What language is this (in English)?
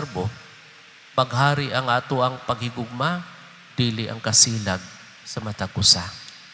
Cebuano